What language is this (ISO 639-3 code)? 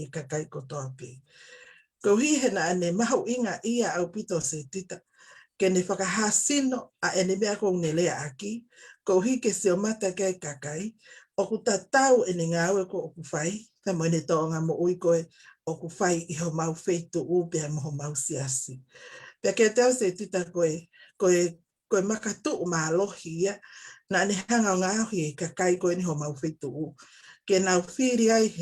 ton